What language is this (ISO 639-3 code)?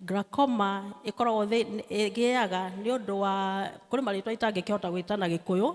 kik